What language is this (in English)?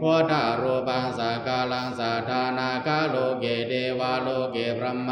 Pali